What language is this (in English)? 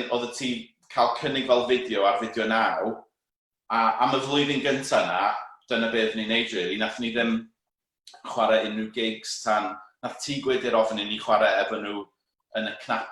Welsh